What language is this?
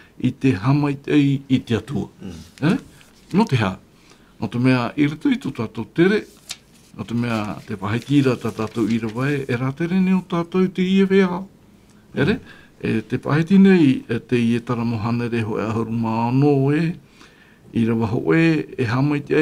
Tahitian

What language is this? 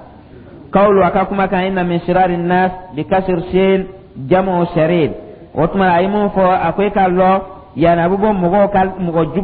Dyula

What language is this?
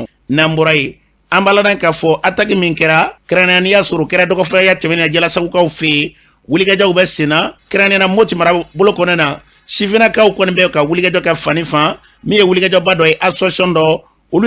Bambara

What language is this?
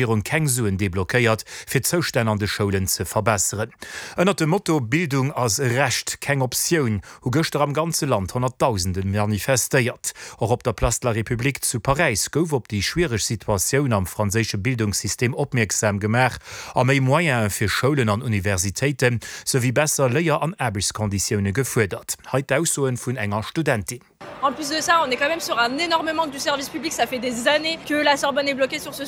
Luxembourgish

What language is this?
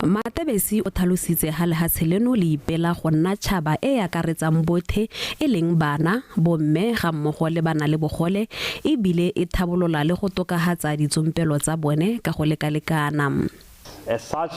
Tswana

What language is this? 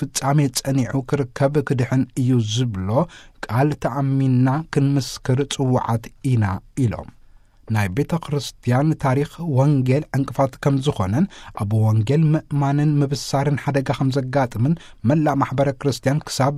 Tigrinya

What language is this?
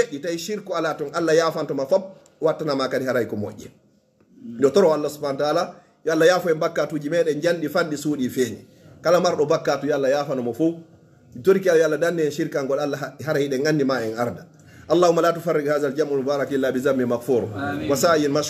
Fula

